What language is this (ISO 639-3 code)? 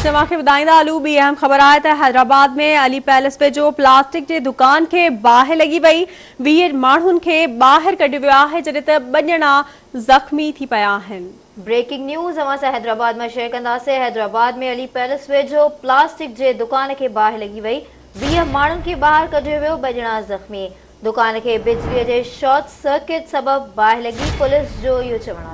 snd